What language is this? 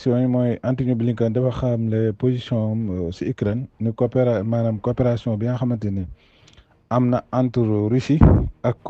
Wolof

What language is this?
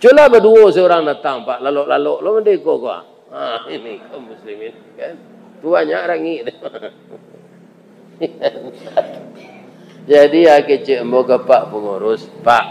Minangkabau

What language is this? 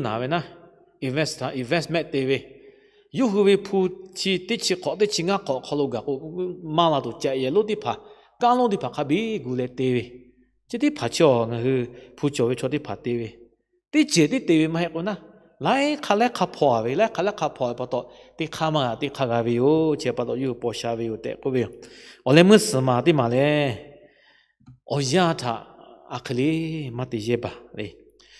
Lahu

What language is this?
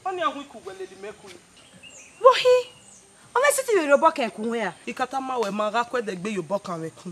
Bini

